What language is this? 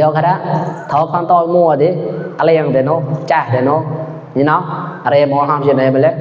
Mon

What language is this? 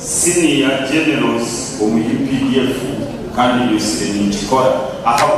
Nyankole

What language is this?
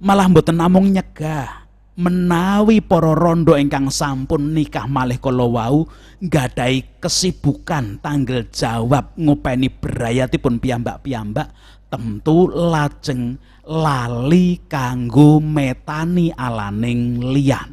Javanese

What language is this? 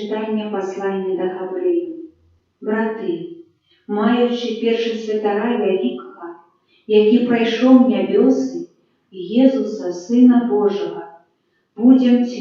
Belarusian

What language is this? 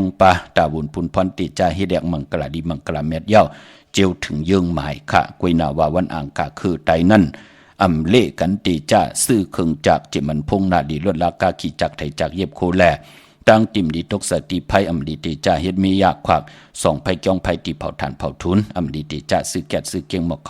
Shan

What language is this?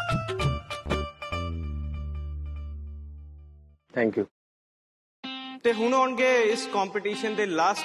Punjabi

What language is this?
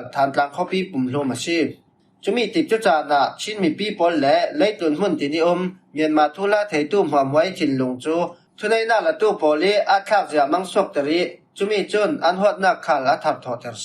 Falam Chin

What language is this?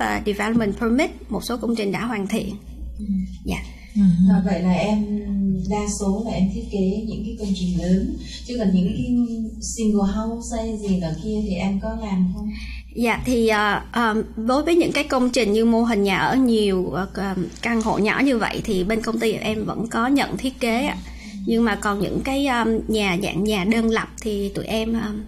Vietnamese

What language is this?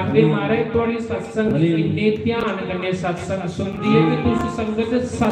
Dogri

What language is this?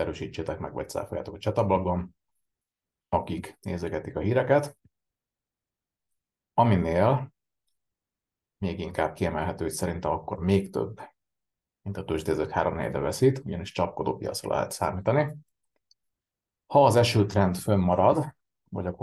Hungarian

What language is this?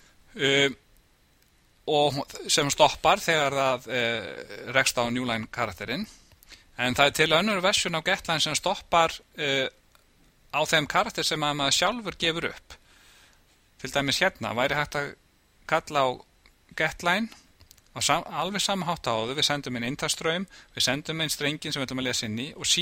Icelandic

